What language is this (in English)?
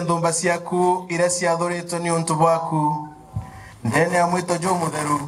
Swahili